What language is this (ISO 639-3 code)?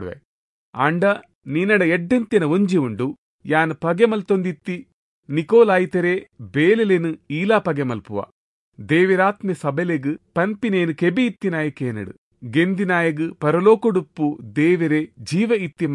tcy